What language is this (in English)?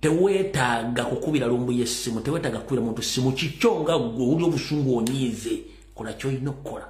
Ganda